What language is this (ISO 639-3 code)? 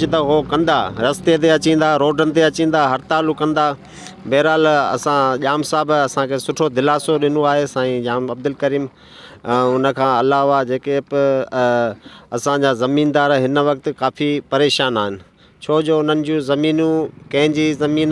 snd